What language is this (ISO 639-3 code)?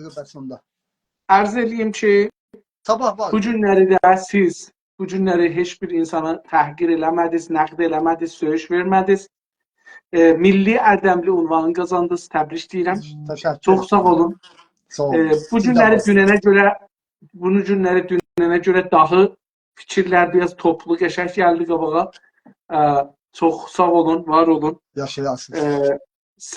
azb